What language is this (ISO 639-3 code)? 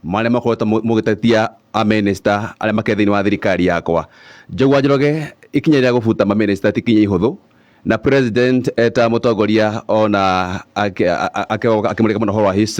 kik